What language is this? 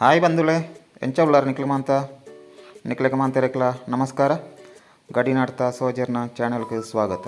Tulu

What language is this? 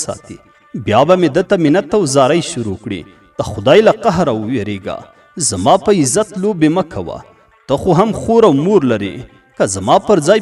Pashto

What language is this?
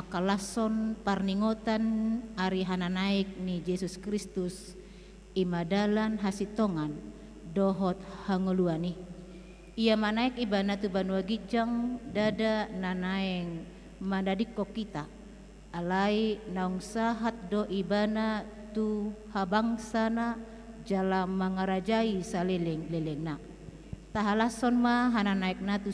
Batak Toba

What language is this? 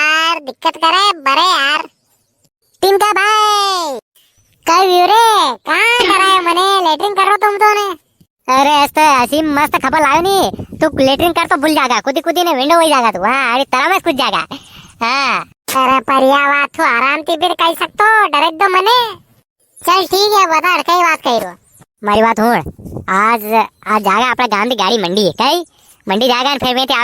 Rajasthani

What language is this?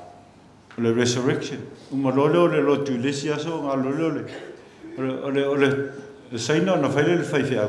Samoan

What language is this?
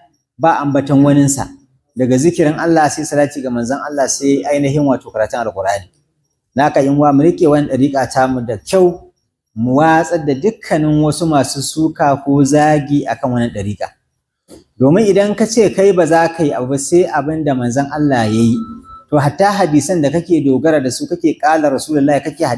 Hausa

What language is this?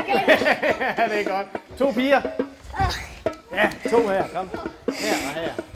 Danish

